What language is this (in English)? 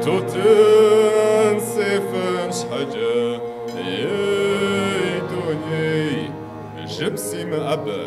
Kabardian